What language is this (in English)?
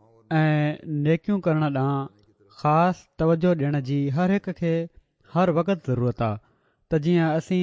Sindhi